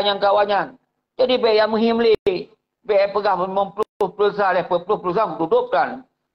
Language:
Achinese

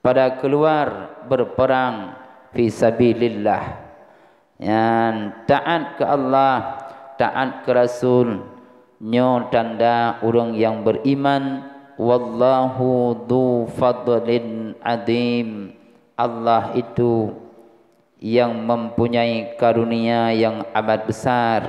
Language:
Achinese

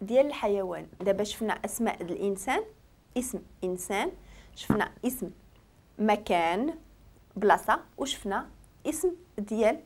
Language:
Moroccan Arabic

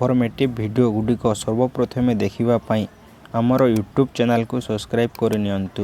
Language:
Odia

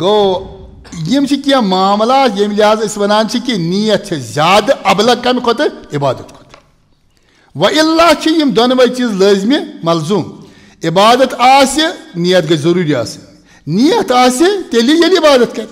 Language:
Kashmiri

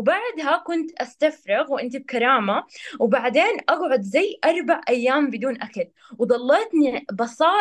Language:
North Levantine Arabic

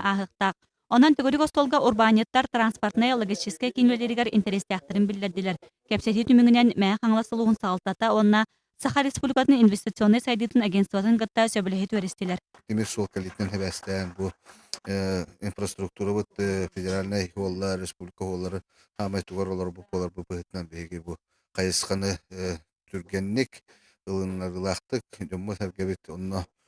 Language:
Yakut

